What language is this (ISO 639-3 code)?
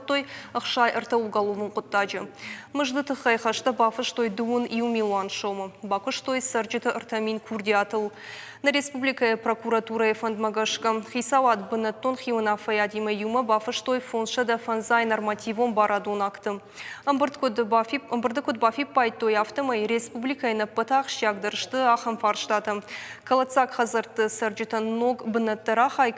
oss